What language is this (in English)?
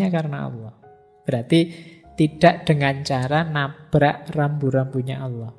Indonesian